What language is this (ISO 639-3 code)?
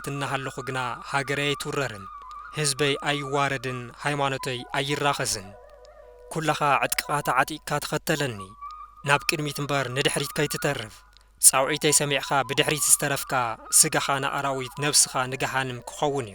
tir